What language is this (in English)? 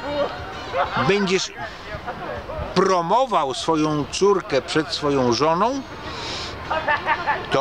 Polish